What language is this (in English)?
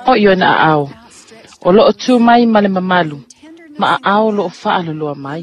Samoan